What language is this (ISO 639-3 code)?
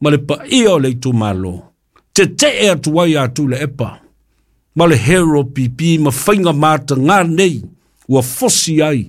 smo